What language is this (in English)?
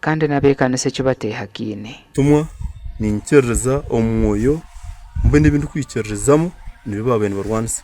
Nyankole